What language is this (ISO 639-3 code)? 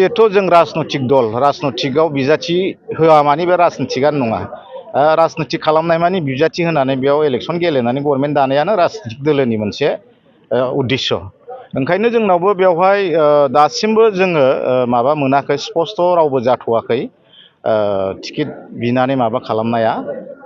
brx